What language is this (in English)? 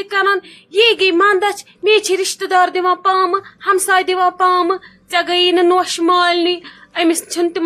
Kashmiri